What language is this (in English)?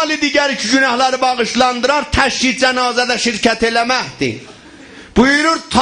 South Azerbaijani